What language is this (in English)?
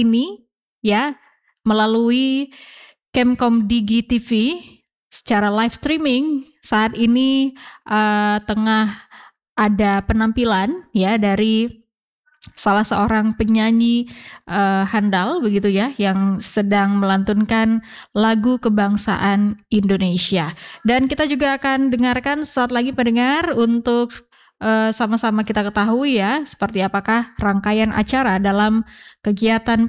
Indonesian